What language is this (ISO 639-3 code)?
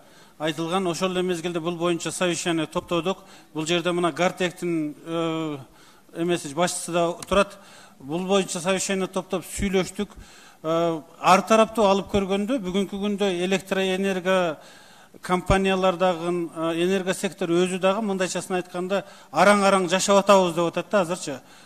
kir